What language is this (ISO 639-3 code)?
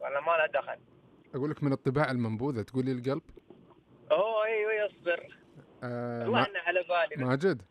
ars